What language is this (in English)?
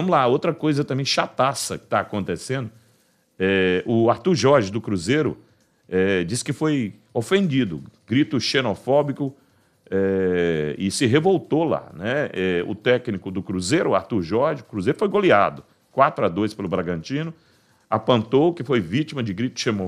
Portuguese